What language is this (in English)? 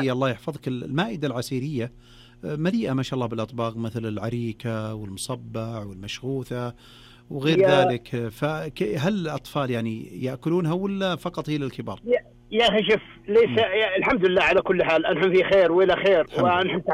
Najdi Arabic